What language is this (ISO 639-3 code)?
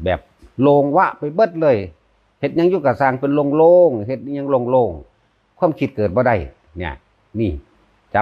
tts